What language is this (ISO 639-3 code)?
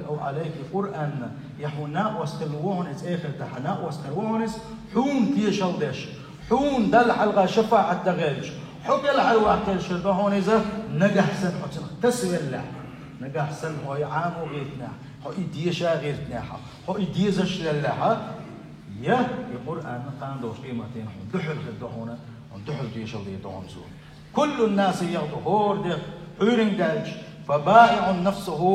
che